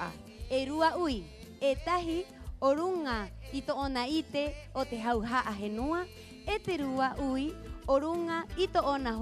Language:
Rapanui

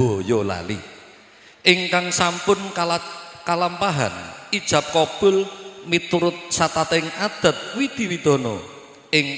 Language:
Javanese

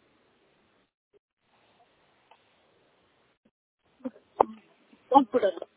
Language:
Odia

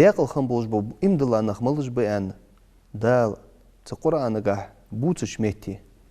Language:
Ingush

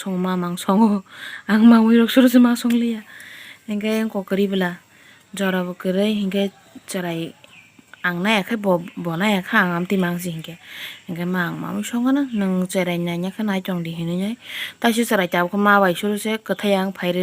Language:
Kok Borok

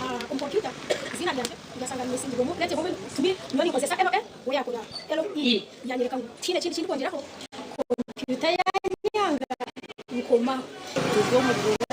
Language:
Nyankole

